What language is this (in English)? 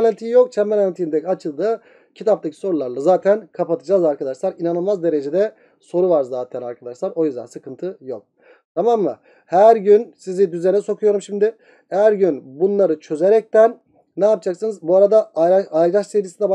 Turkish